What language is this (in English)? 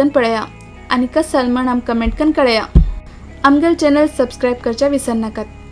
Konkani